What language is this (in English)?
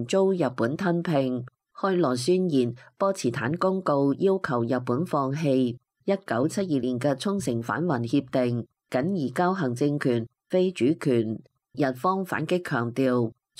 Cantonese